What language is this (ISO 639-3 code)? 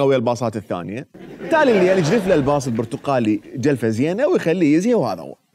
acm